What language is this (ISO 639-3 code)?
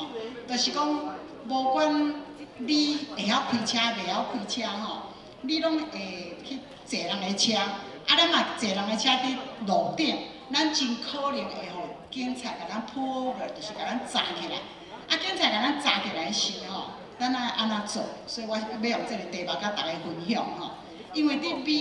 nan